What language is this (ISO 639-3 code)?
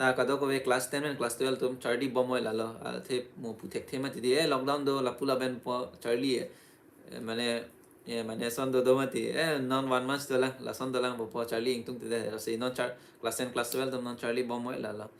mjw